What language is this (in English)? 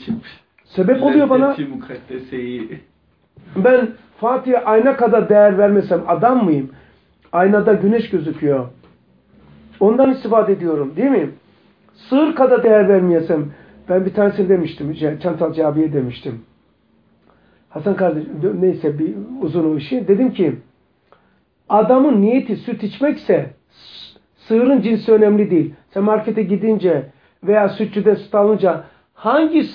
Turkish